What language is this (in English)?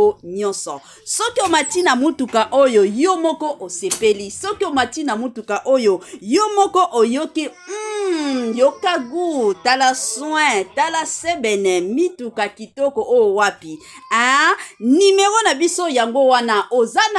Lingala